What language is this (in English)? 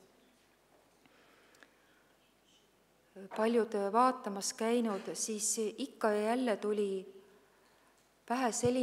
Estonian